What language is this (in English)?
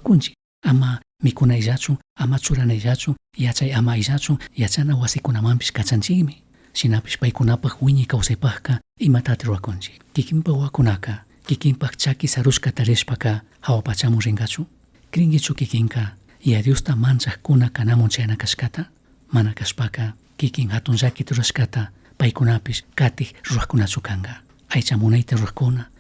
Chimborazo Highland Quichua